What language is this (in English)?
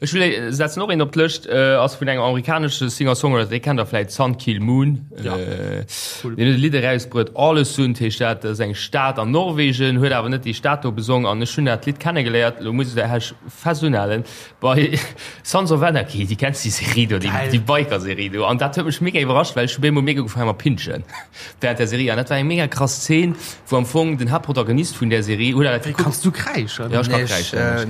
Luxembourgish